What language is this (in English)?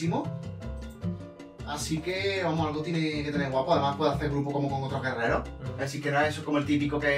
Spanish